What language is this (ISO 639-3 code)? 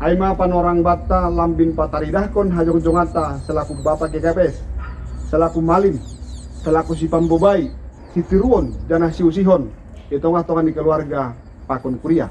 bts